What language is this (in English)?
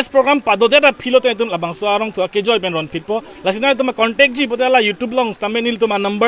Karbi